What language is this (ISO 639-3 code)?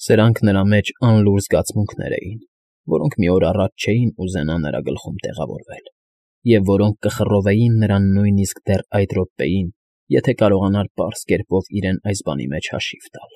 hye